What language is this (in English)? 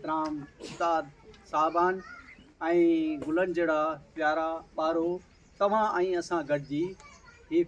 Sindhi